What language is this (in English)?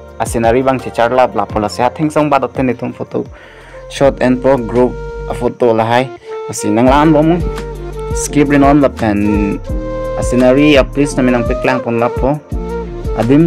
Karbi